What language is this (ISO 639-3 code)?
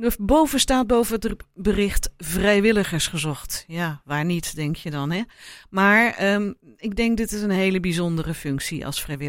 nld